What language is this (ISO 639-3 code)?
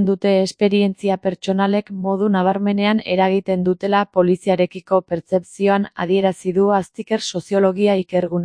eus